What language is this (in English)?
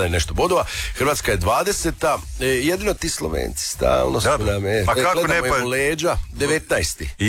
Croatian